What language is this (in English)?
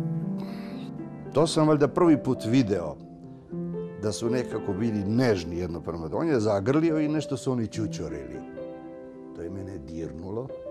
Serbian